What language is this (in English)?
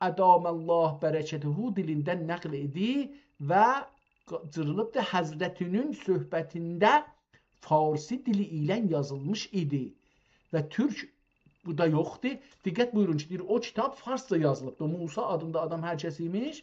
South Azerbaijani